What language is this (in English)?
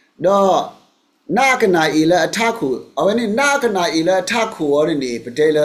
S'gaw Karen